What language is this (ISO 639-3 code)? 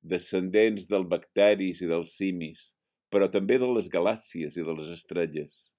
cat